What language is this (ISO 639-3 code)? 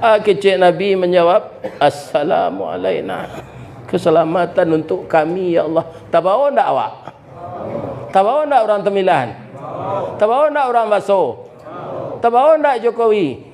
min